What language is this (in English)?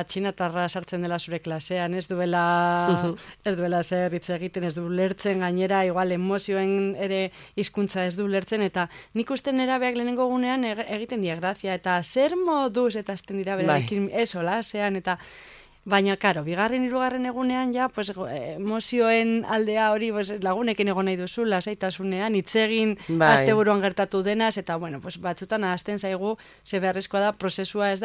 Basque